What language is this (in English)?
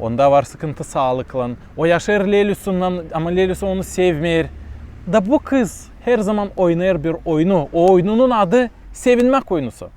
Gagauz